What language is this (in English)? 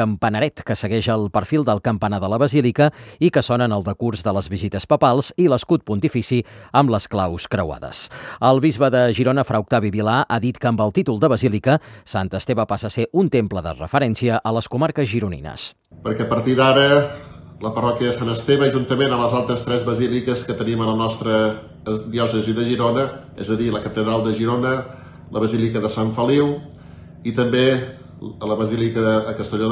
Catalan